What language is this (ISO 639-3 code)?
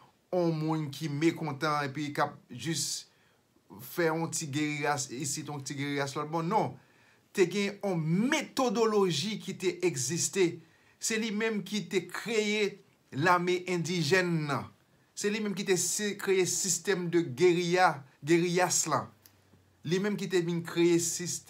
hat